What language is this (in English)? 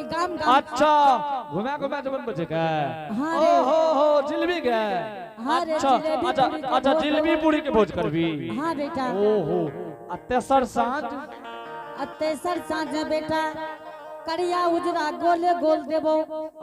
Angika